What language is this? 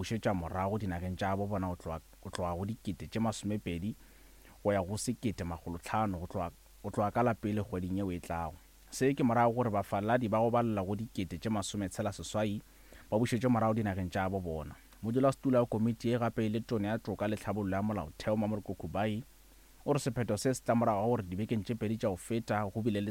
Northern Sotho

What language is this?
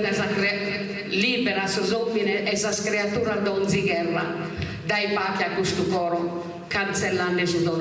Sardinian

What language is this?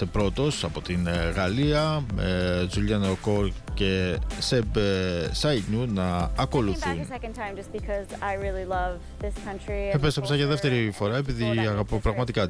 Greek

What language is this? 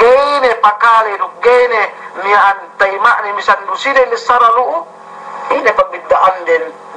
Yakan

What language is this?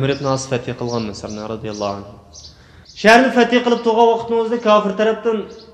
Uyghur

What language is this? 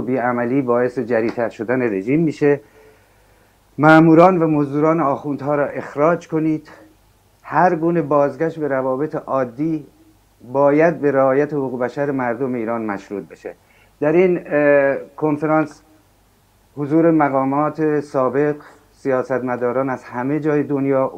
Persian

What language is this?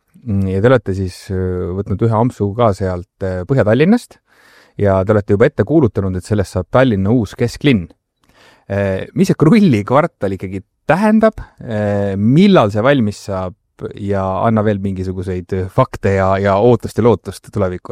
Estonian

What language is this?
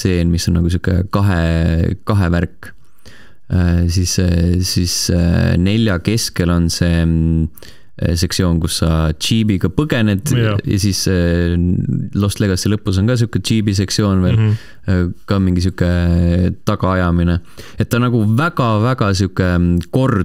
Estonian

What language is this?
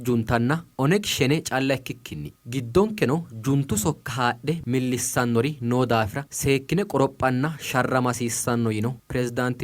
Sidamo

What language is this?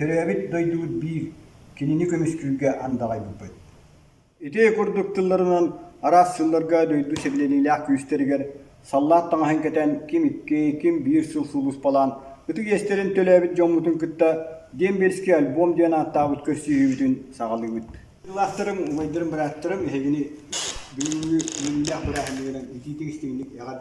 Yakut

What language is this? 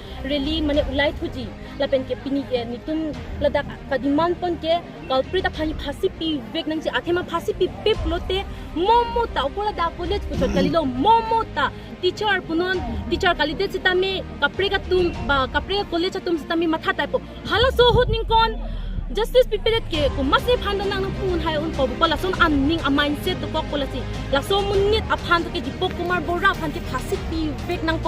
Karbi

